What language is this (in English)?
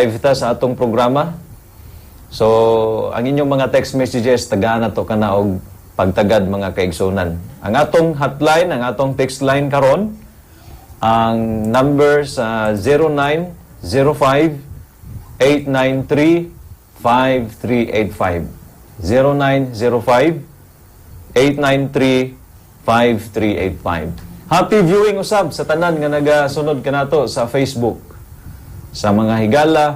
Cebuano